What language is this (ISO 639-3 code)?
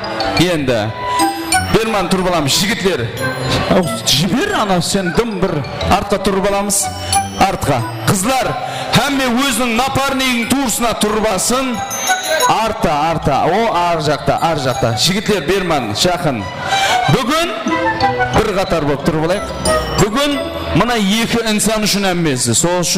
kaa